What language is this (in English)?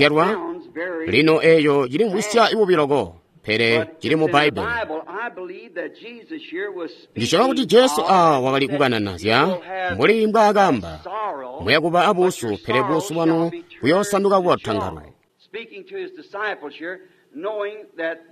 Tonga (Zambia)